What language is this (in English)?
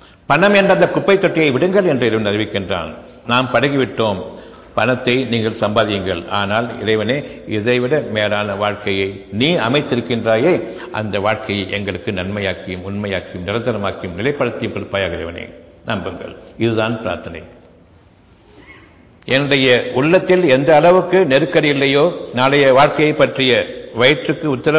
Tamil